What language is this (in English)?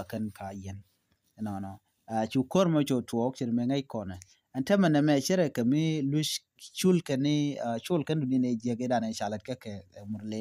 Nuer